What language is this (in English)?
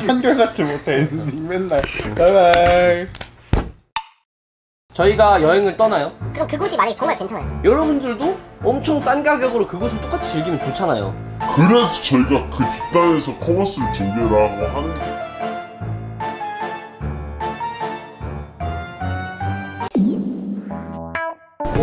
Korean